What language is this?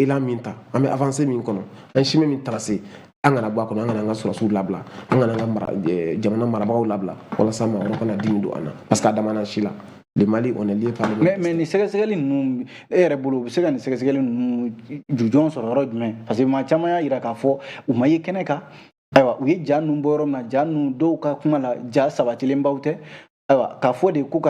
Bambara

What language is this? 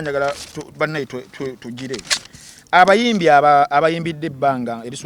Ganda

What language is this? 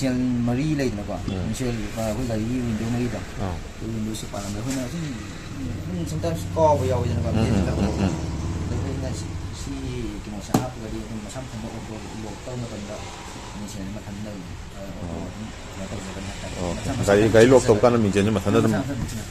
Manipuri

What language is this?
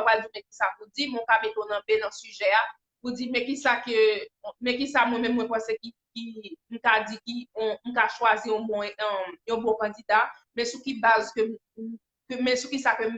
Haitian Creole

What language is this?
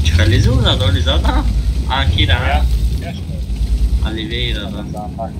Tajik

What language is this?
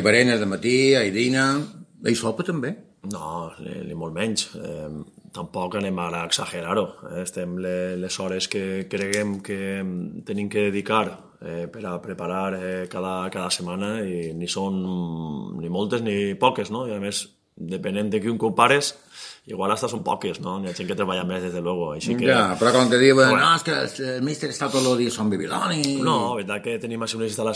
Catalan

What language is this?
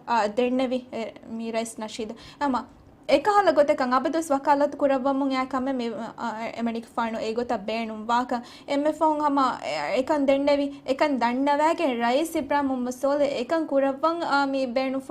Divehi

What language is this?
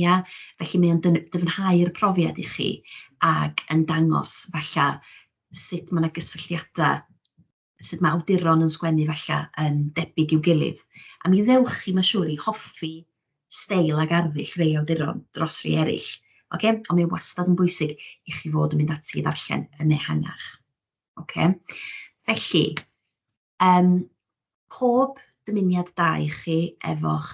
Welsh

